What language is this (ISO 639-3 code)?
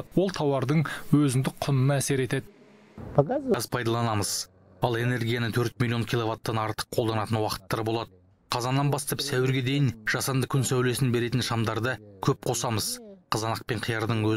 kaz